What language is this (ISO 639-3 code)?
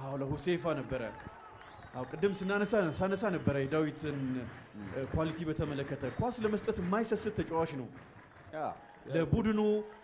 amh